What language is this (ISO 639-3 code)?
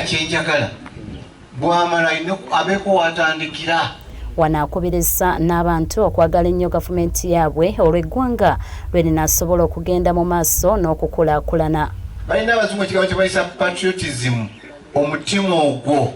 lug